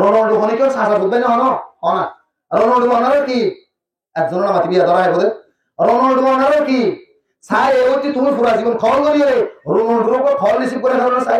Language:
Rohingya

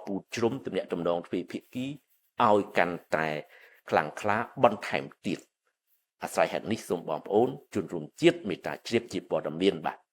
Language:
Khmer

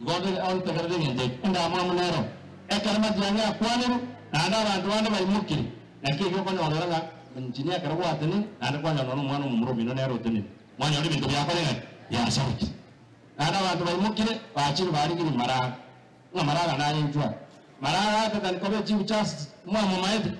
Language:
Gusii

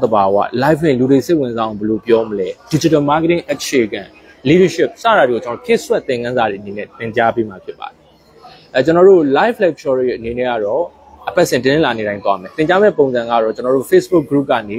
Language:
Burmese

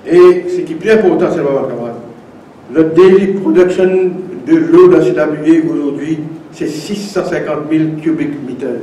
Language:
Morisyen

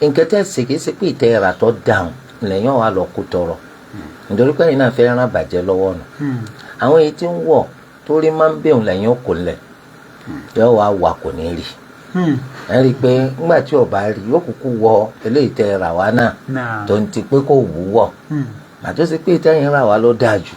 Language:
Yoruba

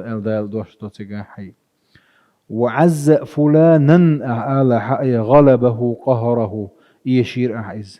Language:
Chechen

